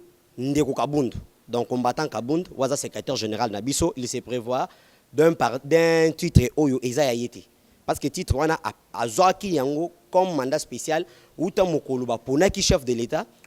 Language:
Lingala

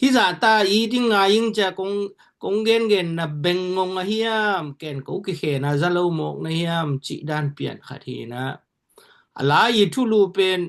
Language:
Tedim Chin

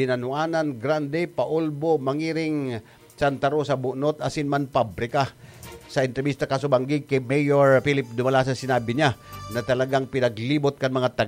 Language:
Bikol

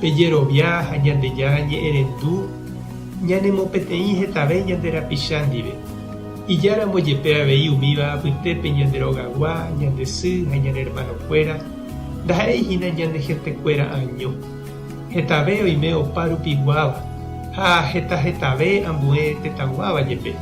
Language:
Guarani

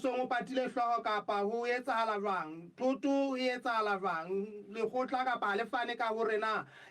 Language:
Southern Sotho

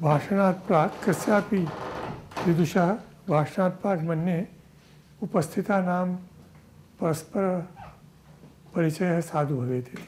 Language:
Sanskrit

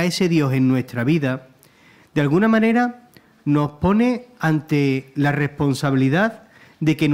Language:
Spanish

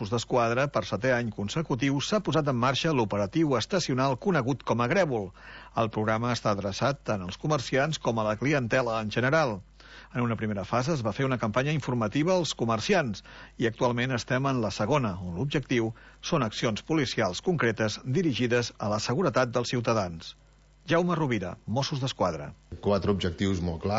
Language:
Catalan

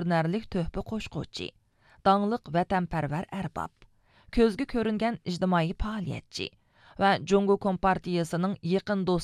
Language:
Uyghur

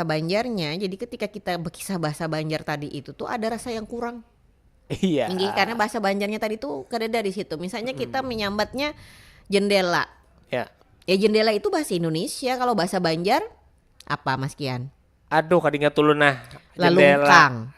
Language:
Banjar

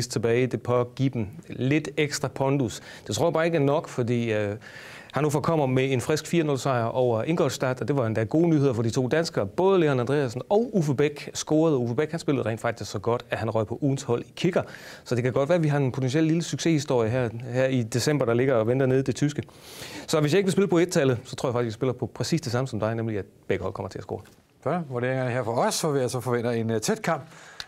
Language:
Danish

